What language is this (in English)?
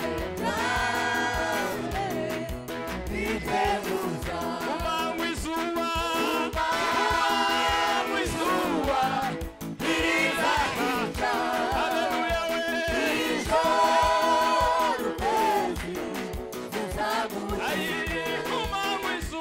Kinyarwanda